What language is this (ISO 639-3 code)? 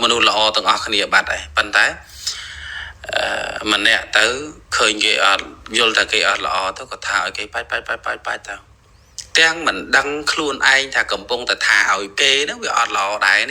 khm